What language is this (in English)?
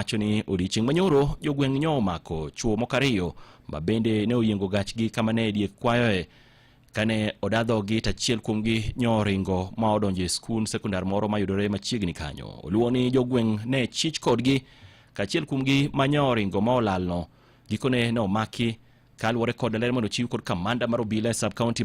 Luo (Kenya and Tanzania)